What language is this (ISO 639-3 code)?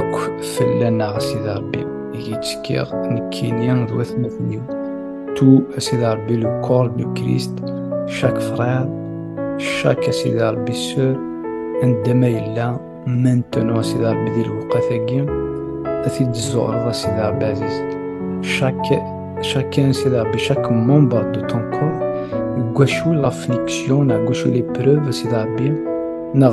kab